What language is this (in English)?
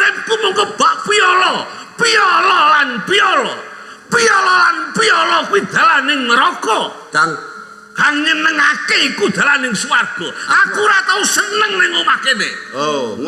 Javanese